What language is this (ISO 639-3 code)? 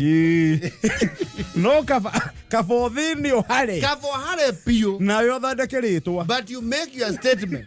kik